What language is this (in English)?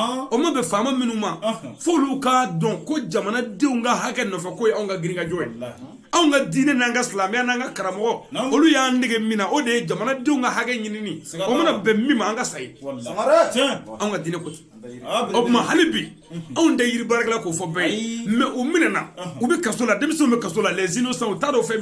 Bambara